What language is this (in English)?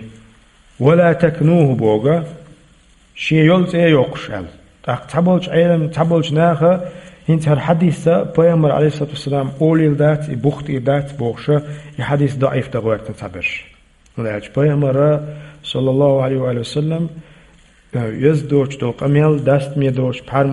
Chechen